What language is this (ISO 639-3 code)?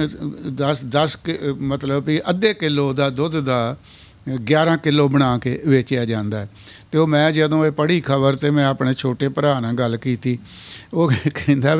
pan